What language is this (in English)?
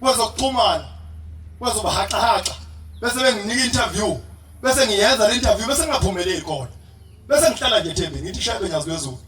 Zulu